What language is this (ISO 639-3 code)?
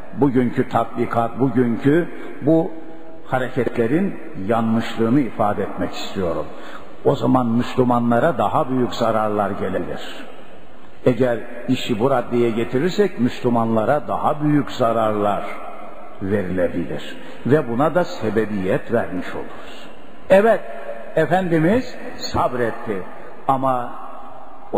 tur